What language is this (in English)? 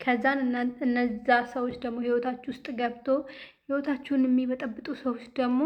Amharic